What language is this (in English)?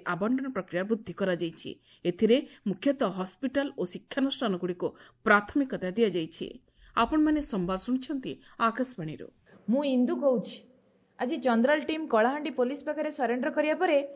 Odia